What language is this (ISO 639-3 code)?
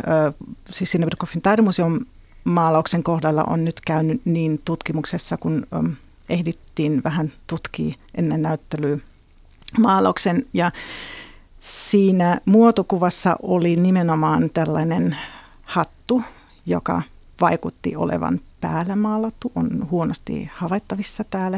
fin